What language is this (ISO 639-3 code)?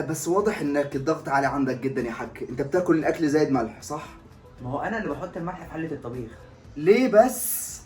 arz